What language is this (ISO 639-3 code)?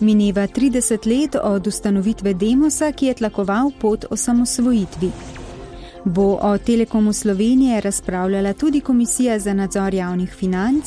slv